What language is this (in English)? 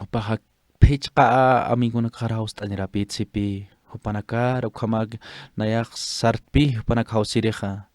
Aymara